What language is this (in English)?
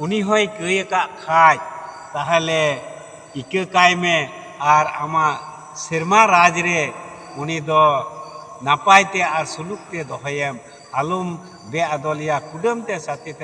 Santali